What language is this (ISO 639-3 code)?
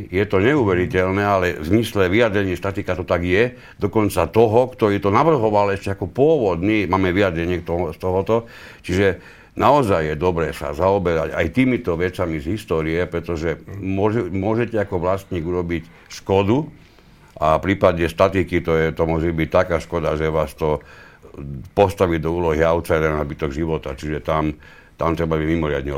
slk